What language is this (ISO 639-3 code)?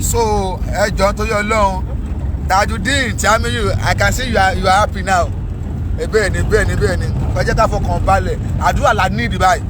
yor